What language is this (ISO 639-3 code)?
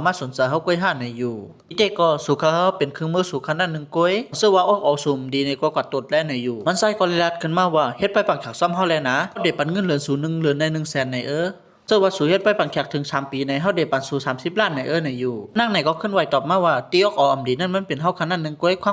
shn